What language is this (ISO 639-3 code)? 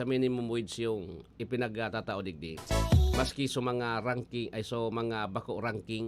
bik